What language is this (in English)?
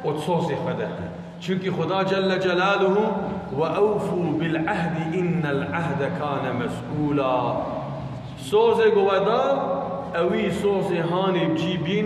Kurdish